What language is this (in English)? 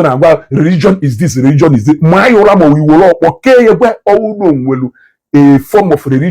Igbo